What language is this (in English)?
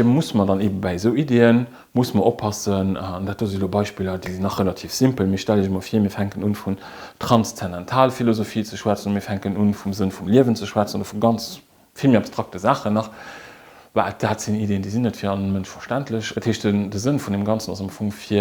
Luxembourgish